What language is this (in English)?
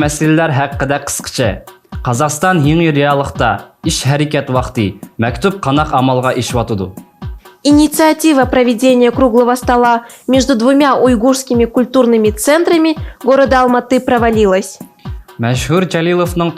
Uyghur